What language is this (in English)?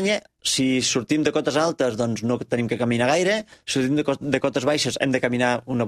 Catalan